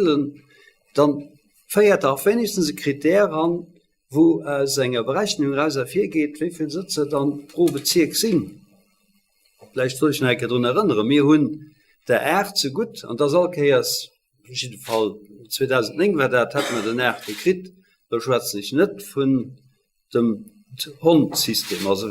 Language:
Luxembourgish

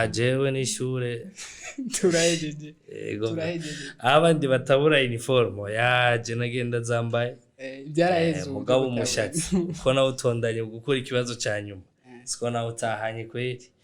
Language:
Rundi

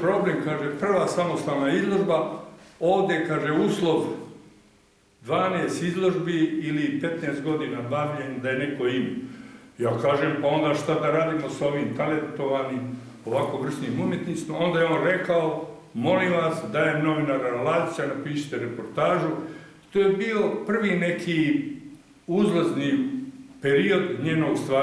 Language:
Serbian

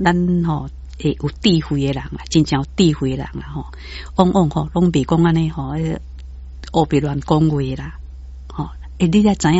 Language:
Min Nan Chinese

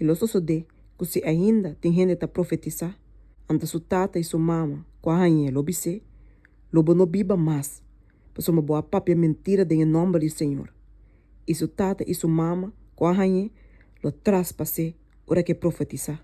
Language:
Papiamento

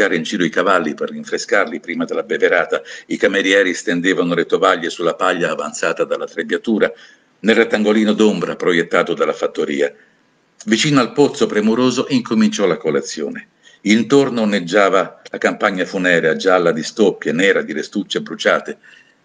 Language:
Italian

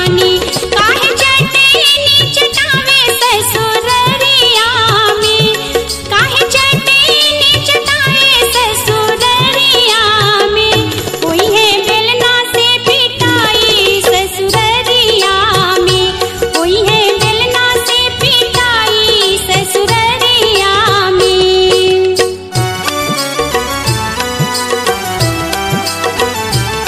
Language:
Bhojpuri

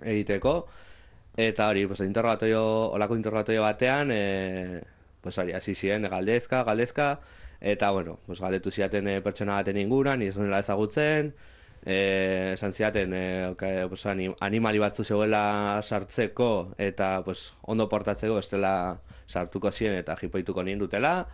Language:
Basque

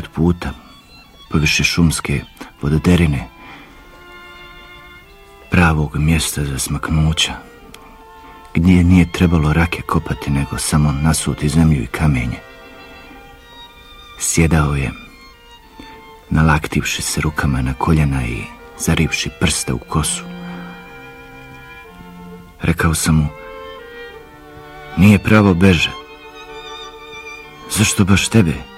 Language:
Bosnian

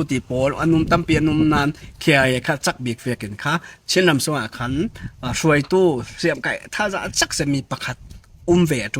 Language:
Falam Chin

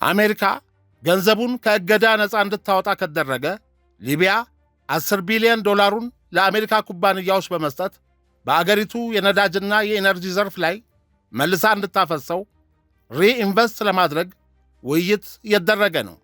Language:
Amharic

